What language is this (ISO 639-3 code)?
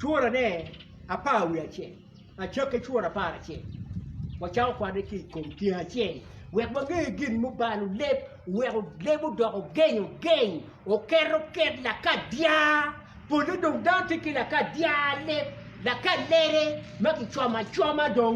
ach